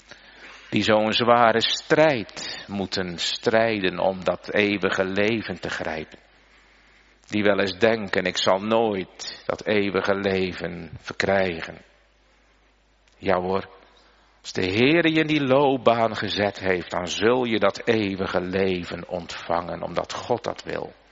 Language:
Dutch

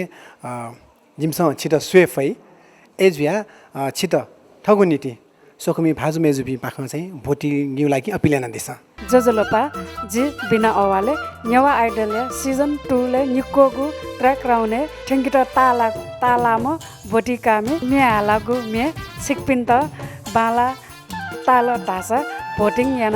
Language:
Newari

